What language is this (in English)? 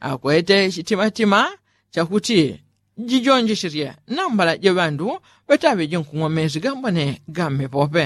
Yao